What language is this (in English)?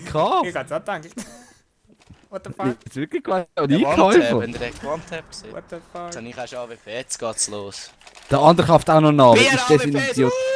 Swiss German